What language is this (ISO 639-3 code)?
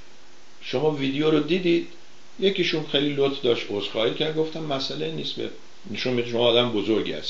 fas